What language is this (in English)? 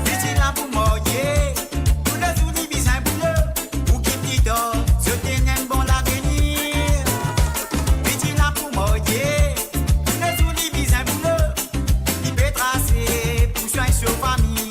Morisyen